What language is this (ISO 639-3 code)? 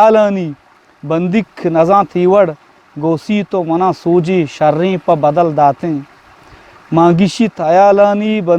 bgp